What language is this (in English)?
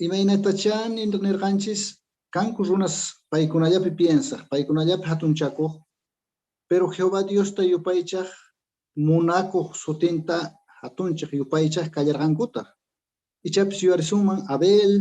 Quechua